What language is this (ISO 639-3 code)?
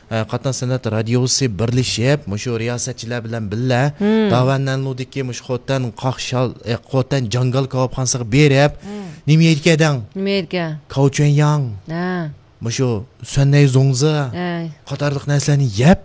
uig